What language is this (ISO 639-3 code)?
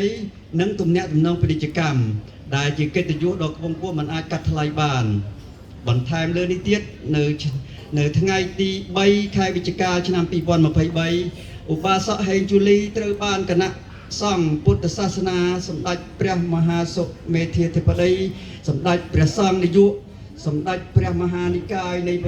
khm